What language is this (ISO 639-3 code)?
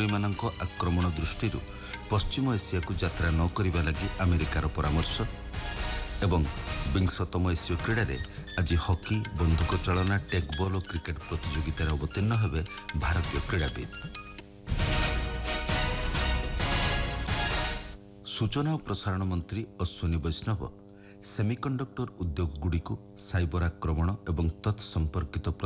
ori